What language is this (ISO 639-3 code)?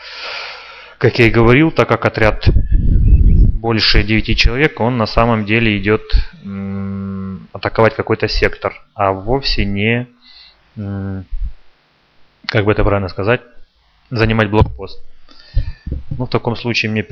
rus